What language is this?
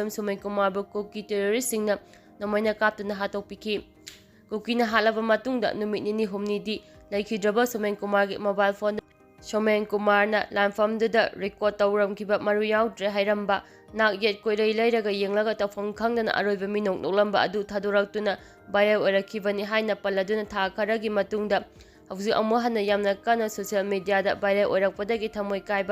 Manipuri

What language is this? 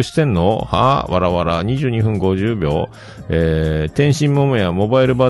Japanese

